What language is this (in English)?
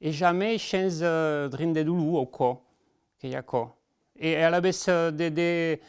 Occitan